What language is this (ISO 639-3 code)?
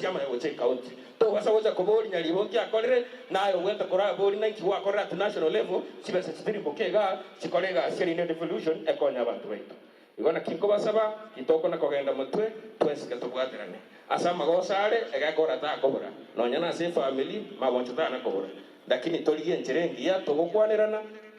guz